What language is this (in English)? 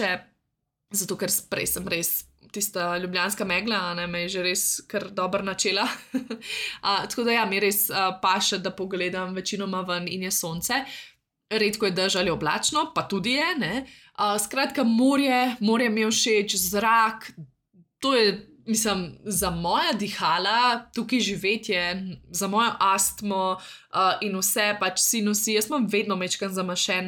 Slovenian